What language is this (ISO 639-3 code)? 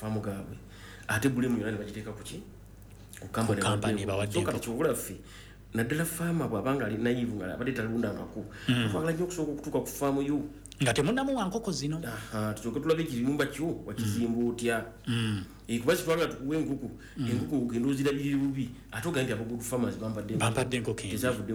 lug